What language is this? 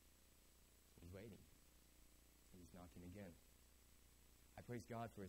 English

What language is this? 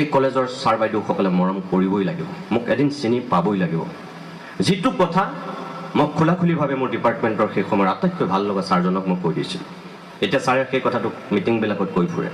Assamese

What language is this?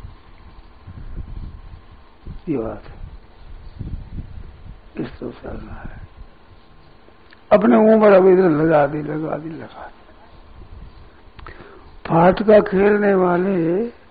Hindi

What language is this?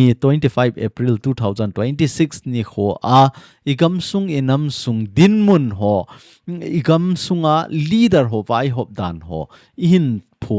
Thado Chin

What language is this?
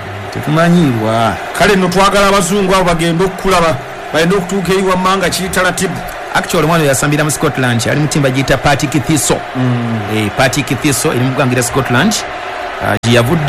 Ganda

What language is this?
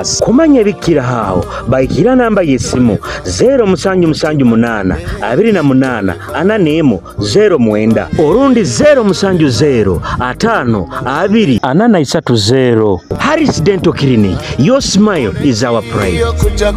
Nyoro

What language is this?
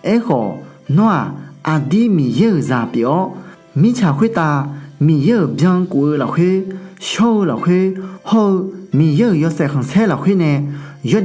Akha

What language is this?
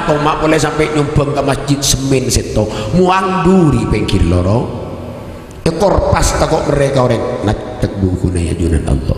Madurese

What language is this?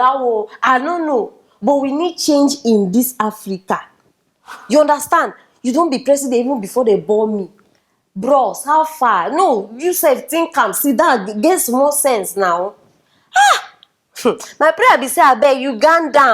Nigerian Pidgin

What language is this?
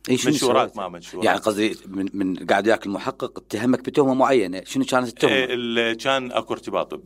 Mesopotamian Arabic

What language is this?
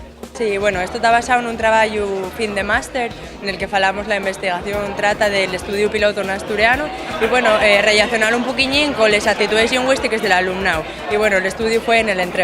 Asturian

